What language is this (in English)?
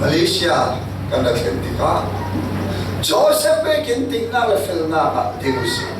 Falam Chin